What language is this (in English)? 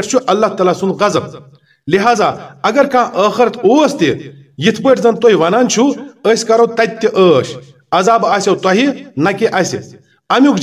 Kashmiri